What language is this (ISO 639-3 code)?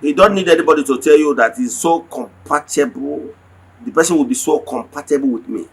ibo